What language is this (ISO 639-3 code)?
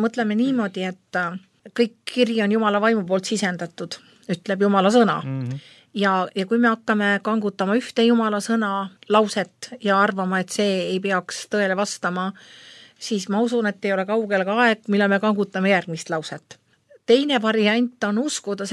est